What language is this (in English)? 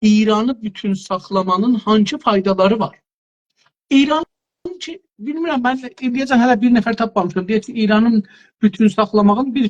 South Azerbaijani